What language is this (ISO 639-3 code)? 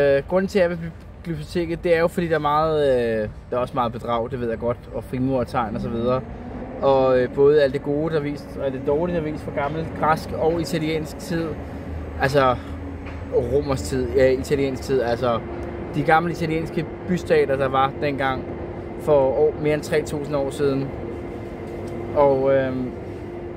dan